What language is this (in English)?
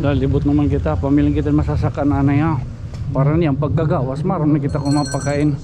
Waray